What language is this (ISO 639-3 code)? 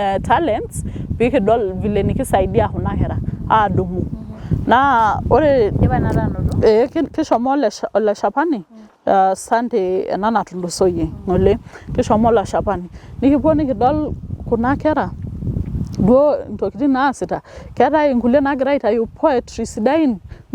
mas